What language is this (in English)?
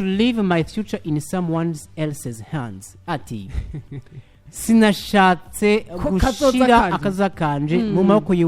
Rundi